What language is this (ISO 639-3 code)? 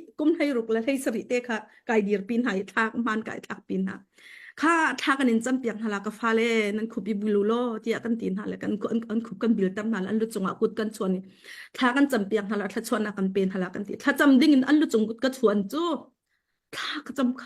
cnh